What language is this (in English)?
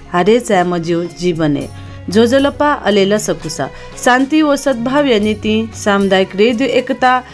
Newari